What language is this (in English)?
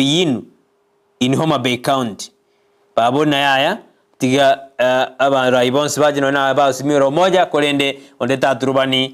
Gusii